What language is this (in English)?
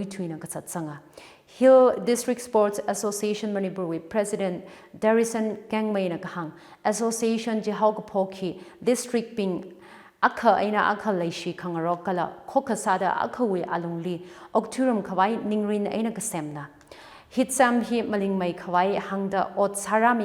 Tangkhul Naga (India)